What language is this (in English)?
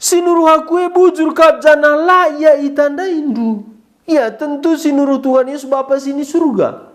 Batak Karo